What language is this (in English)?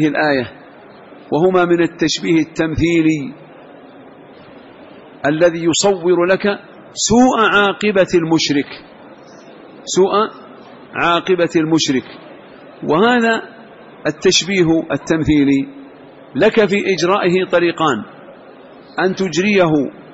Arabic